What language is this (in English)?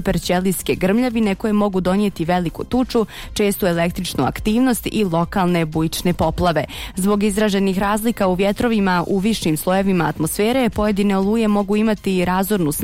Bosnian